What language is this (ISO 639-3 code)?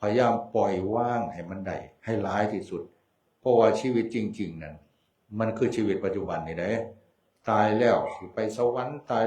tts